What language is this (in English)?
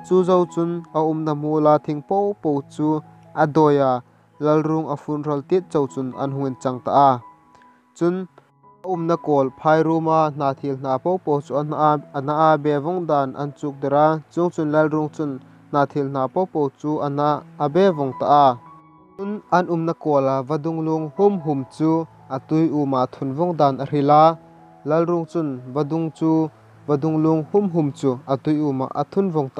Hmar